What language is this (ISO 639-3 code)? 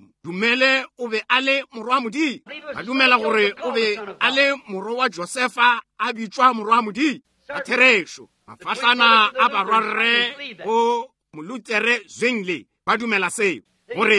nso